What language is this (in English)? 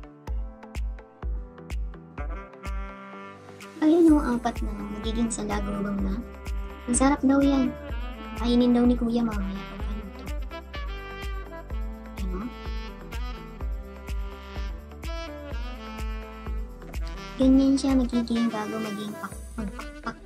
Filipino